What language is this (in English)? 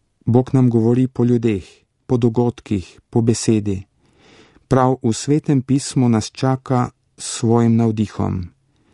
Slovenian